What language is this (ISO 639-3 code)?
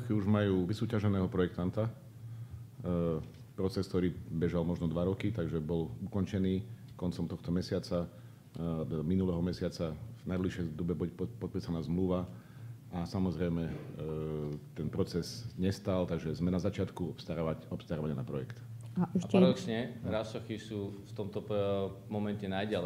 slk